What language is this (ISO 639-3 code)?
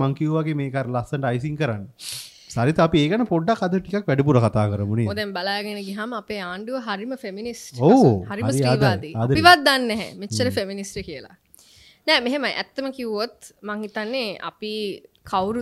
sin